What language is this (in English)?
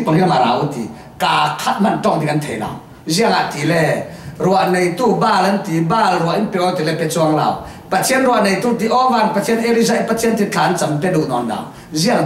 Falam Chin